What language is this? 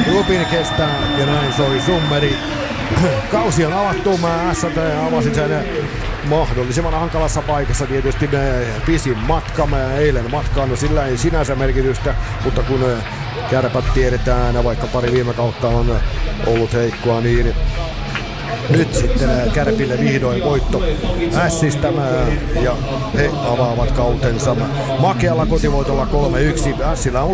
Finnish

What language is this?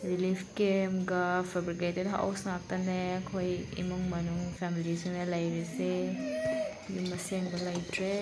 Manipuri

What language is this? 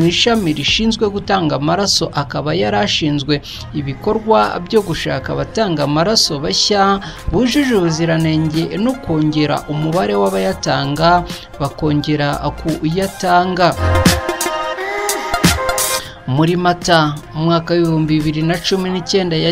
Kinyarwanda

